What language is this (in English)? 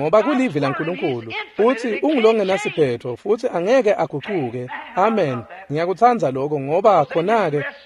Swati